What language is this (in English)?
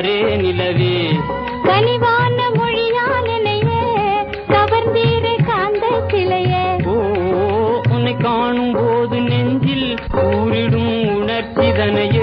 Tamil